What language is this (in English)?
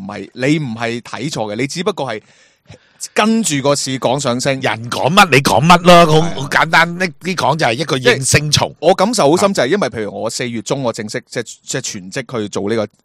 Cantonese